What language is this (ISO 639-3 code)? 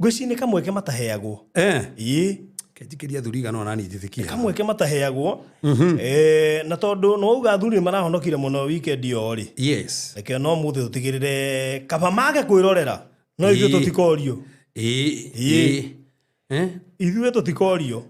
kik